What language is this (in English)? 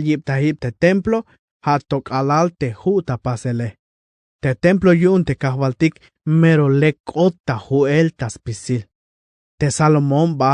Tzeltal